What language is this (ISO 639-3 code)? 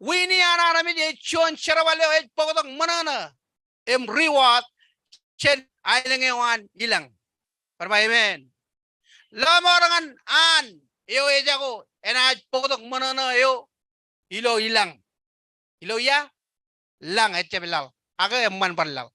mah